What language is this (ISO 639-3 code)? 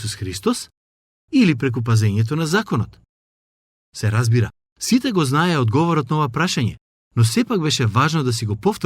mkd